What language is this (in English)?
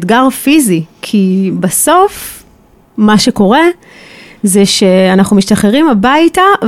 Hebrew